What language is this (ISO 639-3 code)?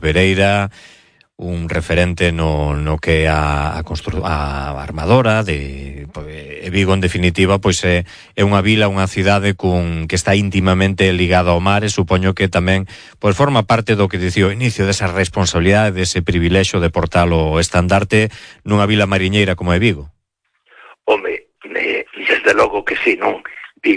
glg